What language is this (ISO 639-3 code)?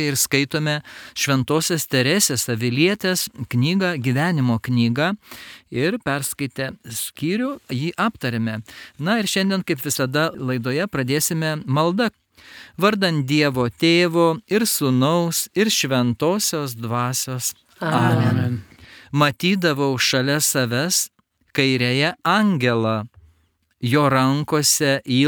lit